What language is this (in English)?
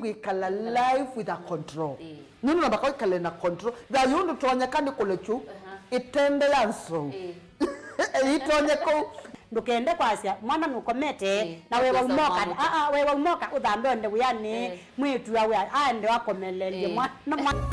Kamba